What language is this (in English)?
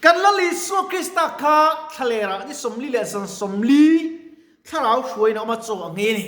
Mizo